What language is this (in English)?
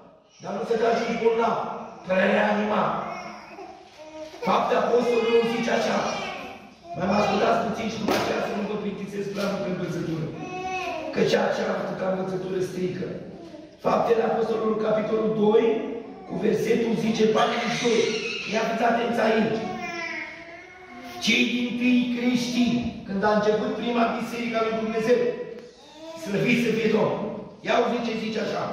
Romanian